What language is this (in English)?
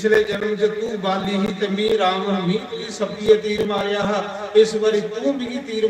Dogri